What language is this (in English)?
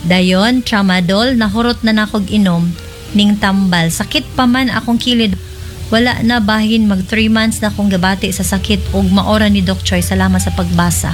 Cebuano